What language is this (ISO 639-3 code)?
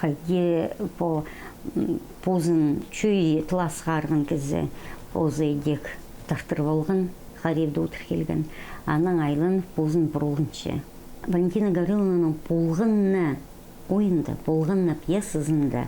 kjh